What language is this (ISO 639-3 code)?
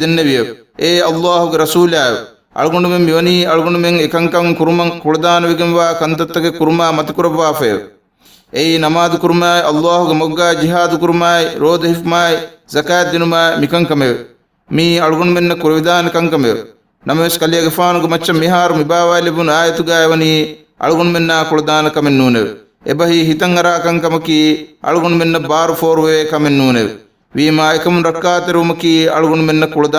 div